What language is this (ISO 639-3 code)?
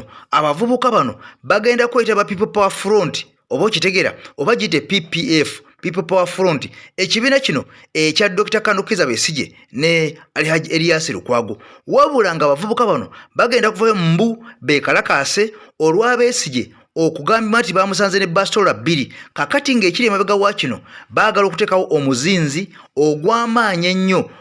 lug